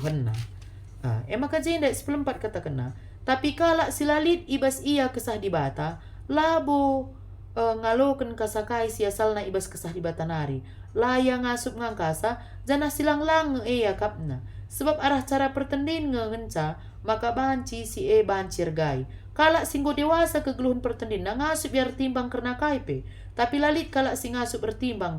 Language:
Batak Karo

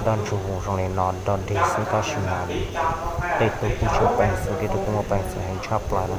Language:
Hmong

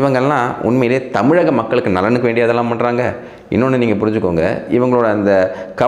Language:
Tamil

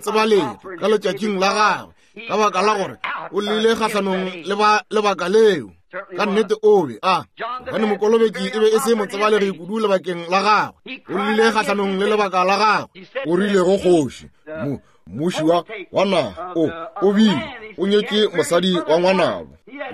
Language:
Northern Sotho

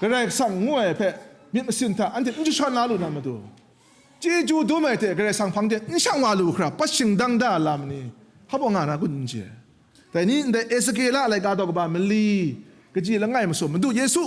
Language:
Kachin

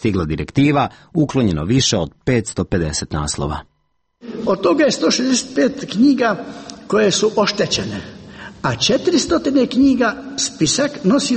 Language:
Serbian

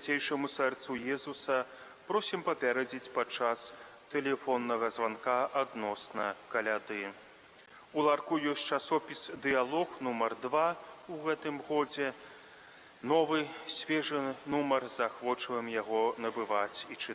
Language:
Belarusian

